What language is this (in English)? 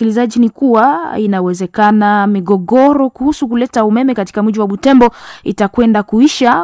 Swahili